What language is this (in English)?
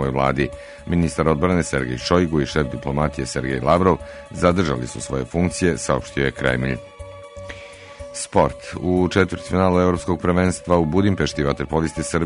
Serbian